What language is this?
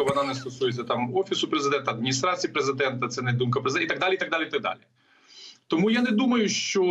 Ukrainian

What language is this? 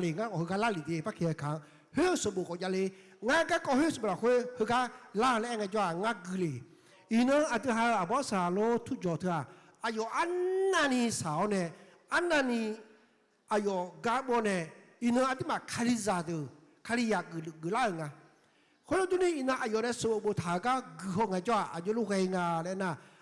Akha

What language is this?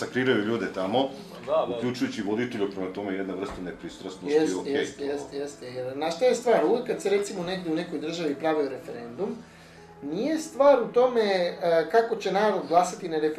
Serbian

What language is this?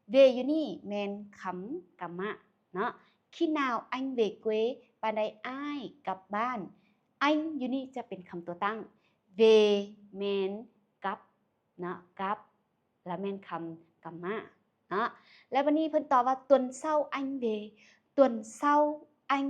Lao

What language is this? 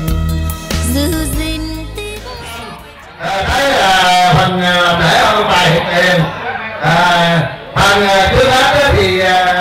Vietnamese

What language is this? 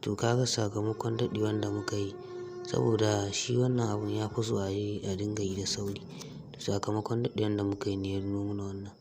Hausa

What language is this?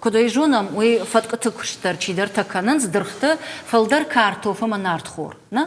Ossetic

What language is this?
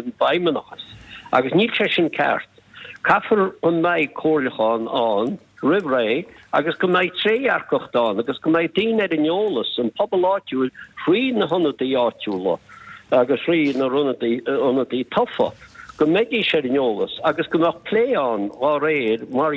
Irish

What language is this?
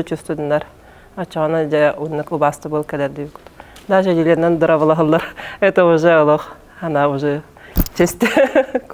Yakut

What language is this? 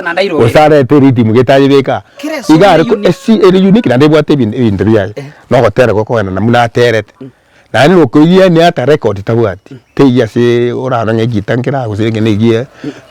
Gusii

